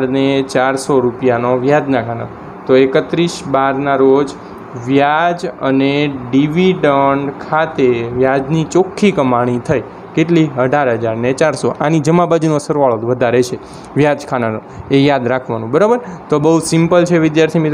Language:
Gujarati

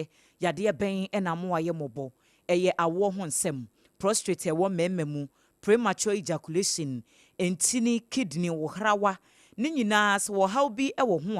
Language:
Akan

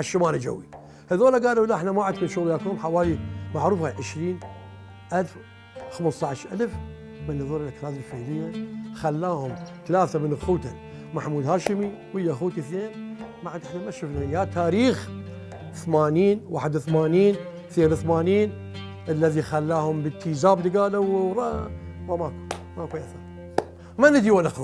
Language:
Mesopotamian Arabic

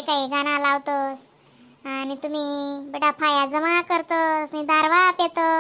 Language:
Khandesi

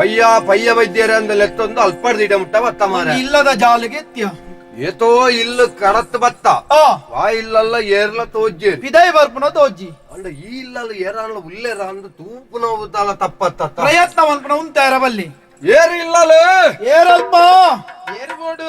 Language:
Tulu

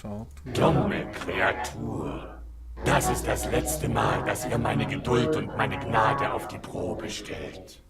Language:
Swiss German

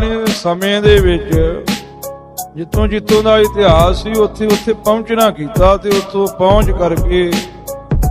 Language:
Punjabi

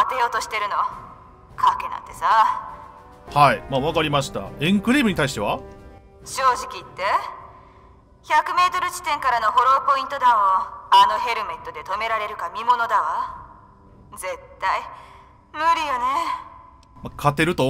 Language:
Japanese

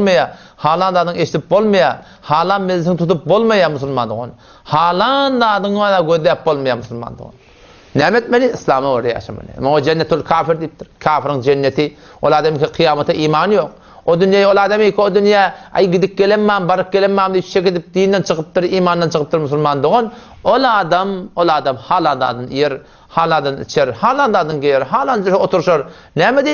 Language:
Turkmen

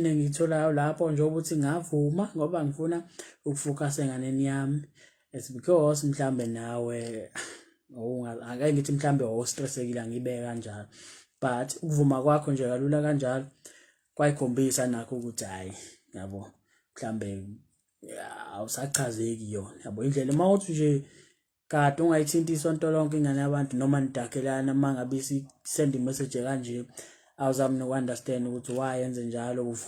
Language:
Zulu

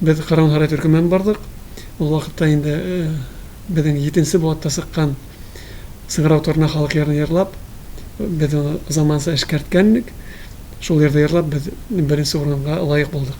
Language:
Tatar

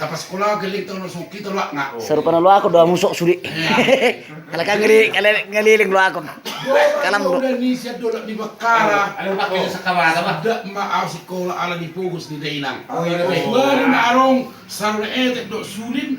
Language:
Batak Toba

